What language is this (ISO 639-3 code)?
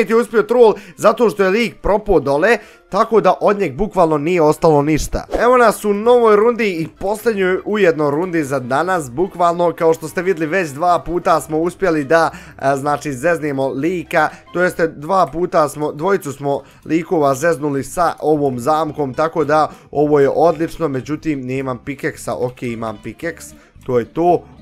bos